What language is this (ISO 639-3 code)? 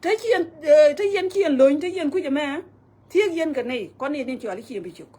nus